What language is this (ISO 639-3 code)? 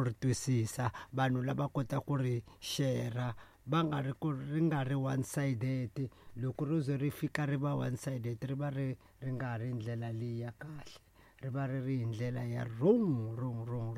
tso